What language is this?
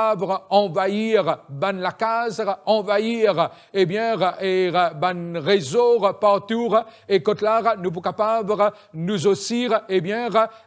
Morisyen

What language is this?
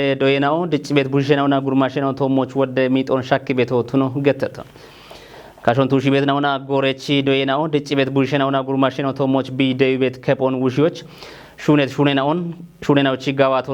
Kafa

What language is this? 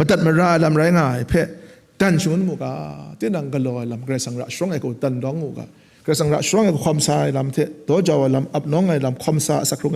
Kachin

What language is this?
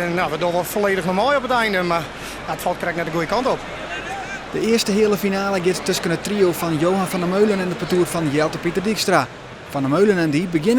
Western Frisian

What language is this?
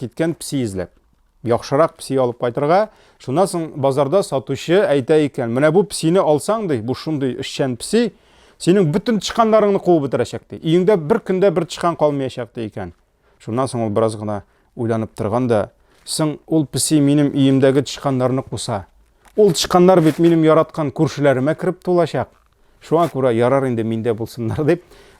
Tatar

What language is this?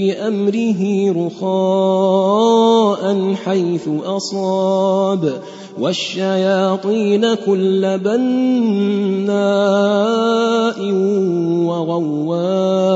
Arabic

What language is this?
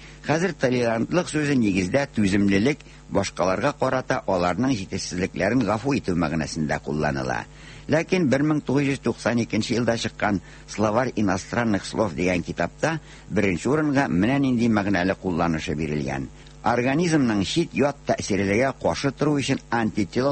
Tatar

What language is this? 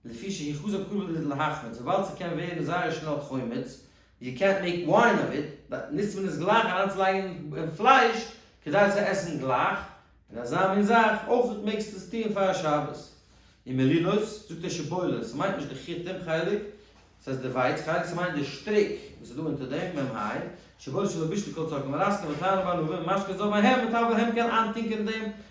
Yiddish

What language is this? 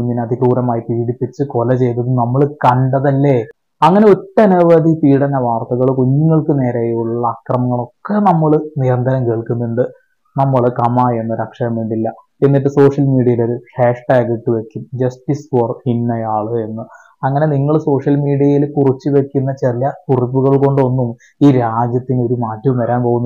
Malayalam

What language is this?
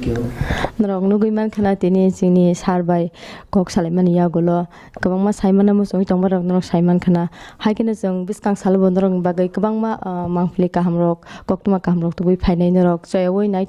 Kok Borok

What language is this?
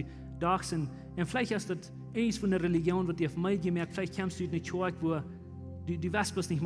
Plautdietsch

